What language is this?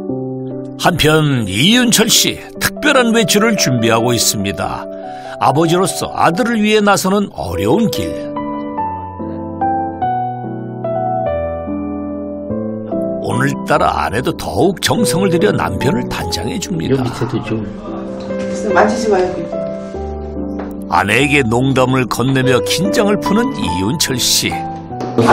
Korean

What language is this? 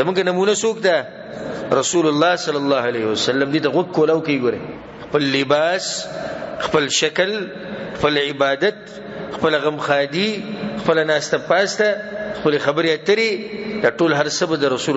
Pashto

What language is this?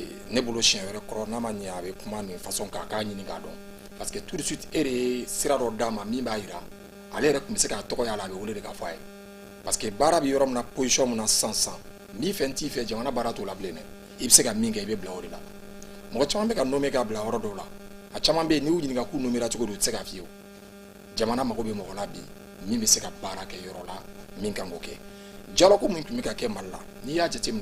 Bambara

